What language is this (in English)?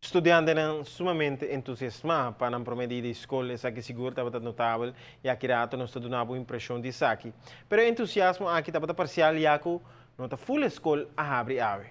Papiamento